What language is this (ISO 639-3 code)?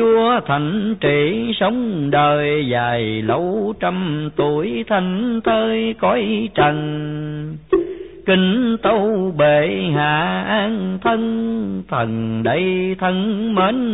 vie